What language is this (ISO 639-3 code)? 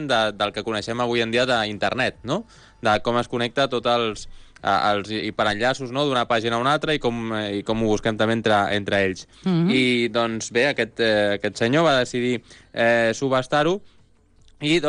cat